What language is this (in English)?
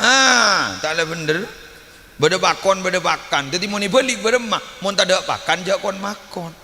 Madurese